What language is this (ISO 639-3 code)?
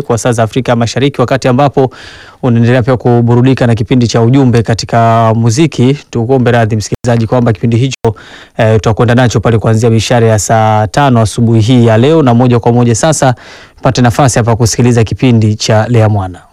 swa